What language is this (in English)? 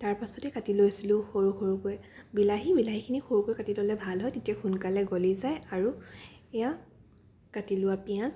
Assamese